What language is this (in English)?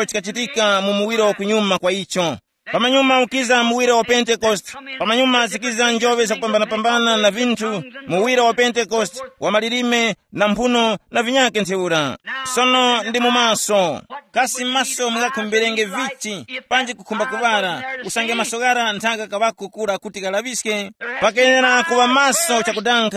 Tumbuka